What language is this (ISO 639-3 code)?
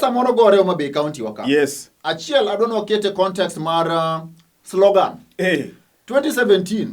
luo